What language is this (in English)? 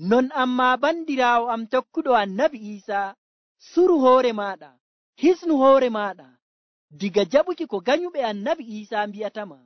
Nigerian Fulfulde